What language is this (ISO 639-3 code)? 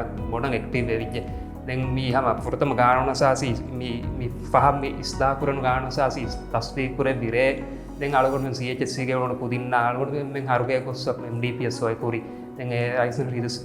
div